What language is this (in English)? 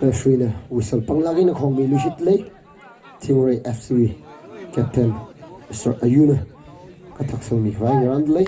Tangkhul Naga (India)